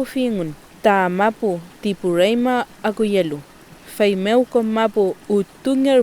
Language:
Mapuche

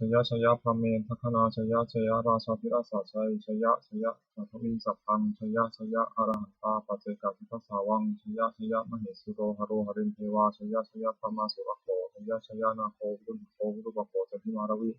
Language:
Pali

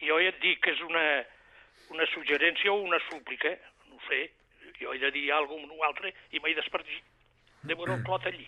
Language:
Catalan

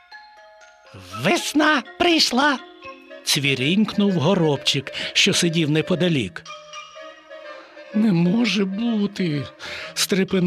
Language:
Ukrainian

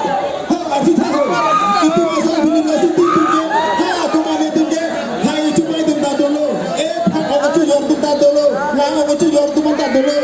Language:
Karbi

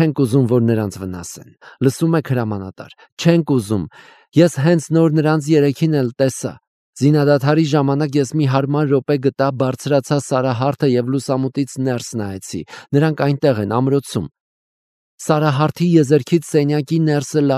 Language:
Armenian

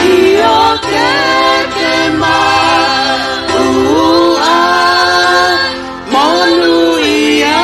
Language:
Tongan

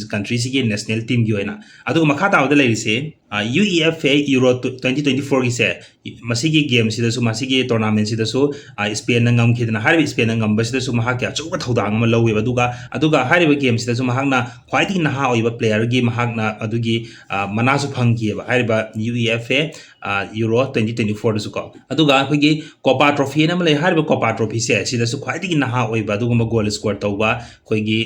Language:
Manipuri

